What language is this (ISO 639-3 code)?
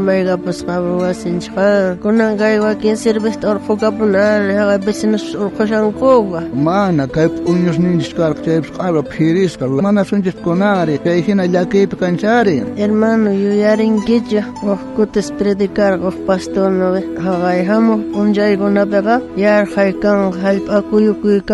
quh